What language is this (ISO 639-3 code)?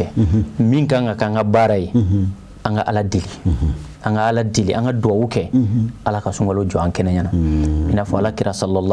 bam